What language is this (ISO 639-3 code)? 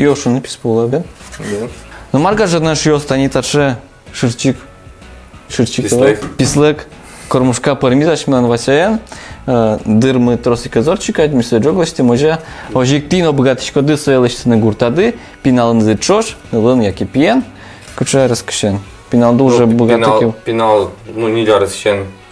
udm